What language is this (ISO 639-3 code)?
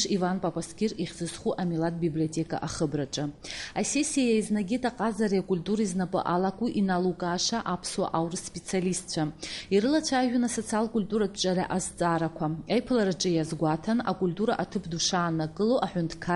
abk